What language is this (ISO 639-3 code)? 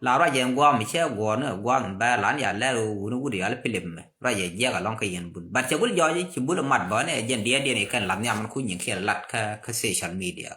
nus